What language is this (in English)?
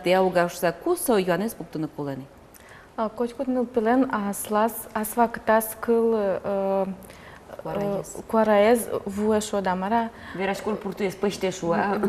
Udmurt